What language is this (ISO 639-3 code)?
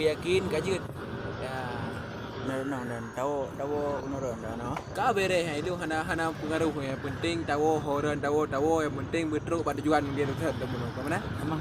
ace